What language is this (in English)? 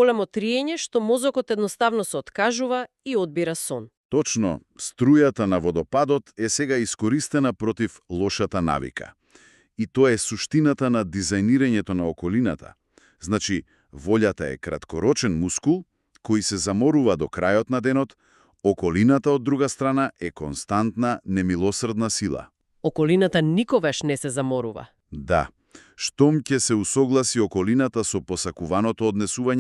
Macedonian